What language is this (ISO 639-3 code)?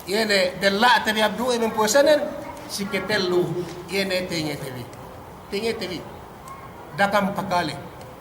yka